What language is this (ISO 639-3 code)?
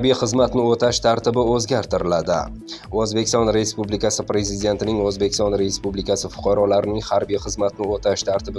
uzb